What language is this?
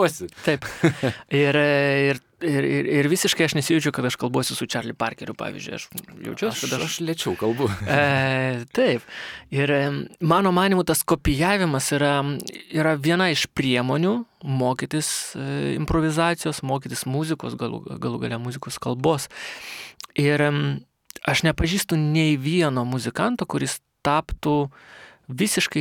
Lithuanian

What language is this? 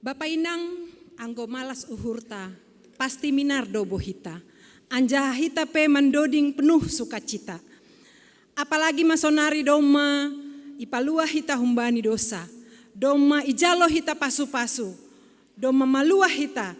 Batak Simalungun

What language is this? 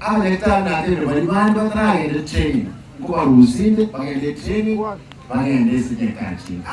Gusii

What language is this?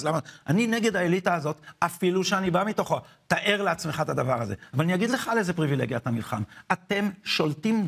Hebrew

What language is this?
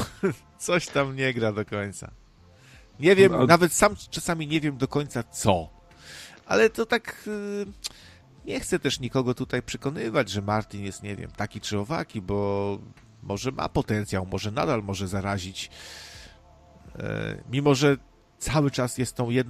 Polish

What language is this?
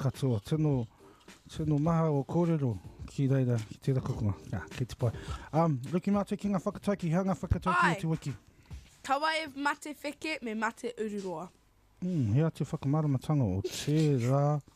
Māori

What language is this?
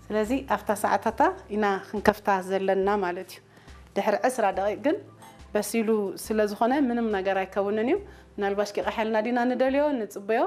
Tigrinya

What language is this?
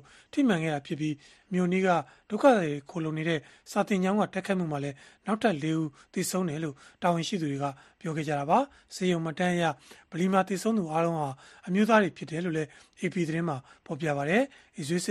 Burmese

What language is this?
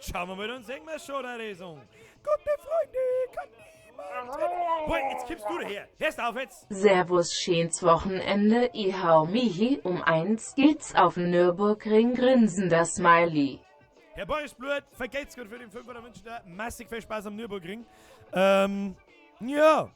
Bavarian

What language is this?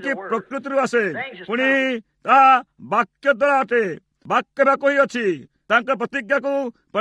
Odia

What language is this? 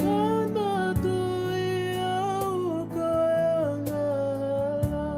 Tongan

